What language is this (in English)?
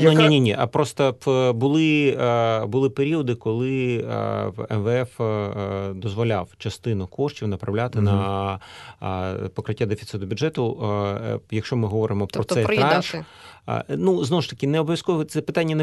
Ukrainian